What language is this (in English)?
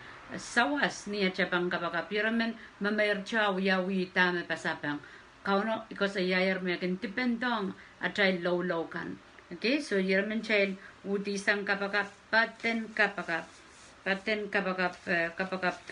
Pohnpeian